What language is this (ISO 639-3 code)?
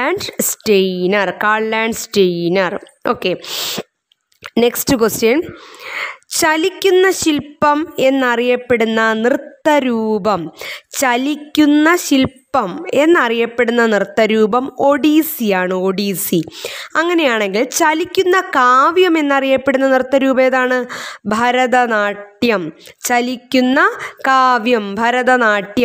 mal